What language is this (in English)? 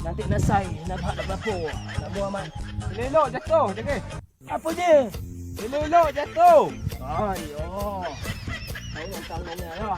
Minangkabau